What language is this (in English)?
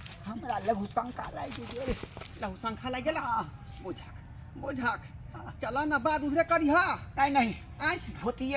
Maithili